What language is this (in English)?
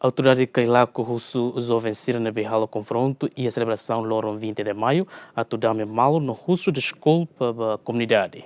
Tetum